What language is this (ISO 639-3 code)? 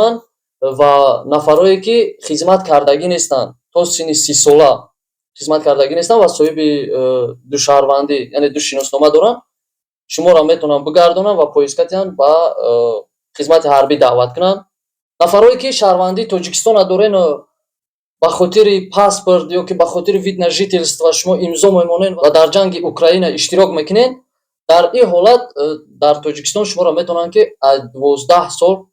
tgk